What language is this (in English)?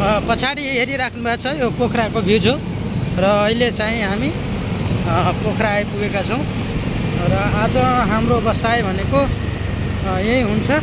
Nepali